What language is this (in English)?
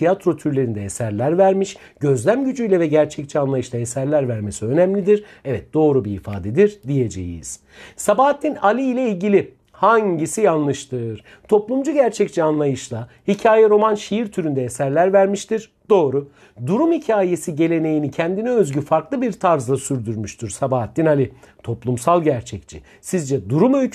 Turkish